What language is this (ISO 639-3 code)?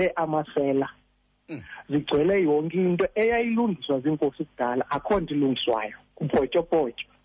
xho